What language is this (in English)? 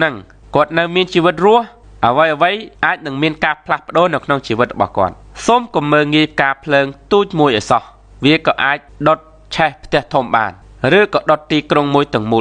Khmer